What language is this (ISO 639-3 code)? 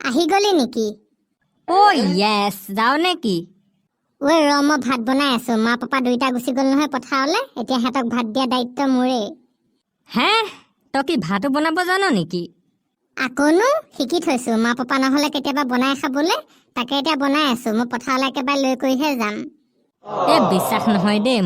asm